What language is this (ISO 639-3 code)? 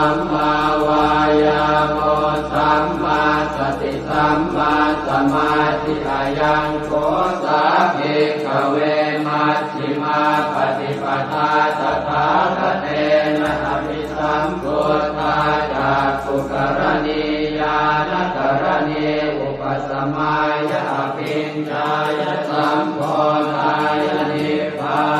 pli